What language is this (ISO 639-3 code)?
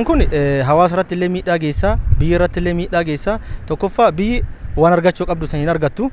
orm